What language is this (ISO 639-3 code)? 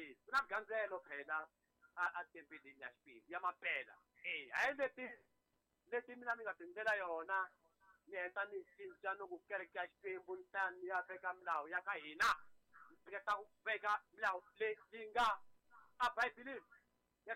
tso